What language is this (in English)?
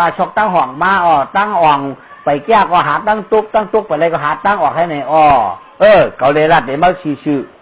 Shan